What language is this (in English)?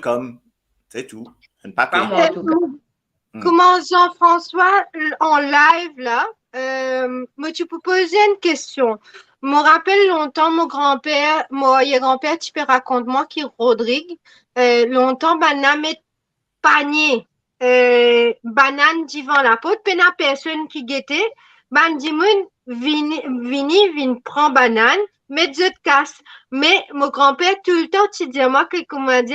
Morisyen